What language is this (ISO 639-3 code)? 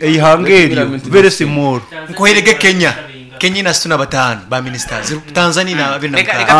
nyn